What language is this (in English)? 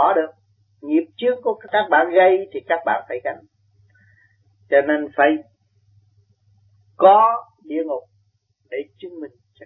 Vietnamese